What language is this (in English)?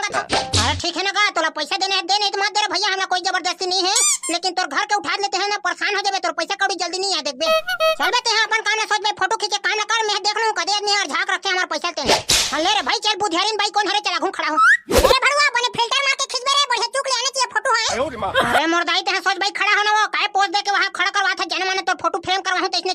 Chhattisgarhi